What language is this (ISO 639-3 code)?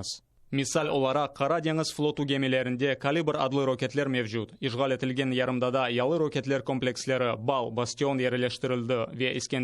crh